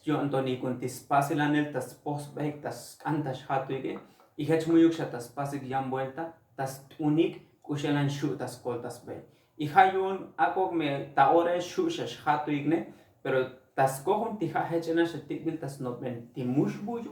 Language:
Tzotzil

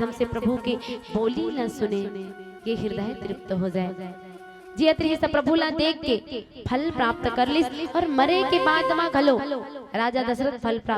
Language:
Chhattisgarhi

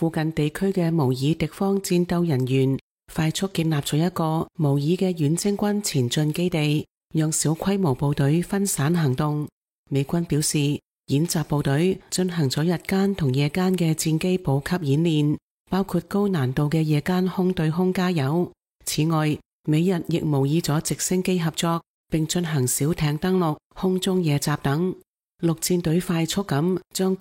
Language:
Cantonese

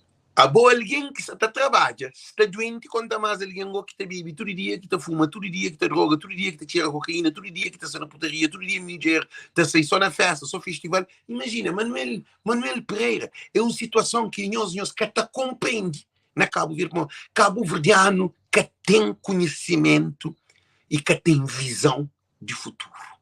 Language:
Kabuverdianu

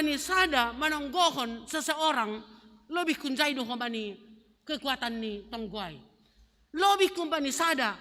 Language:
Batak Simalungun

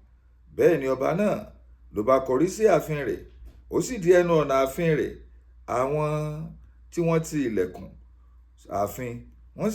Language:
Yoruba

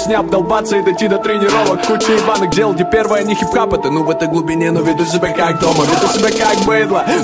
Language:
Russian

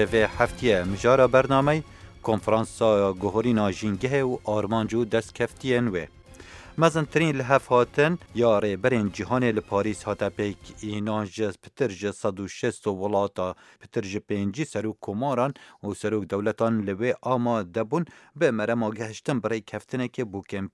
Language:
Kurdish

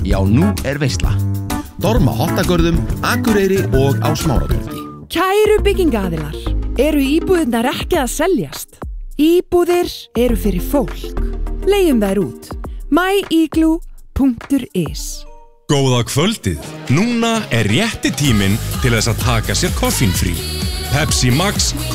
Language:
Icelandic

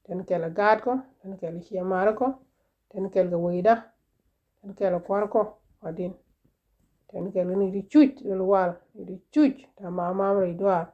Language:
Nuer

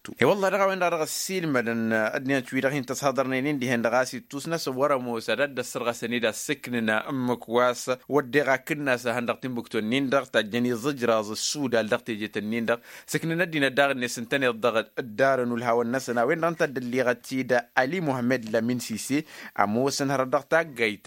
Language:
Tamasheq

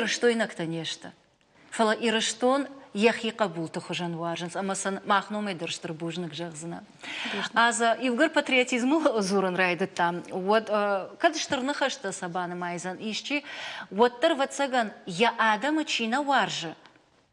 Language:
Ossetic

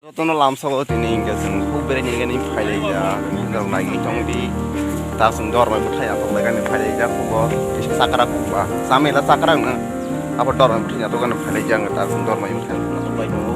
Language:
Kok Borok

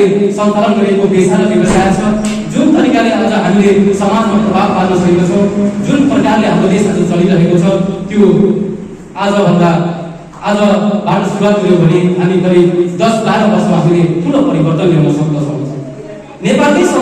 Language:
Nepali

